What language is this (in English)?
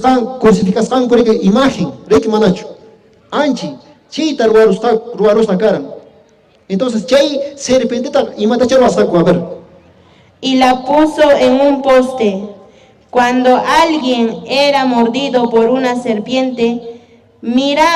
Quechua